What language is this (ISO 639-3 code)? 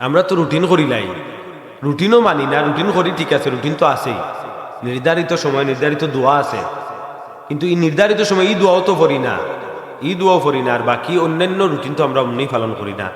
syl